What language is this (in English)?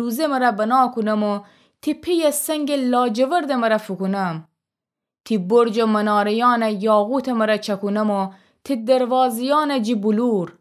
Gilaki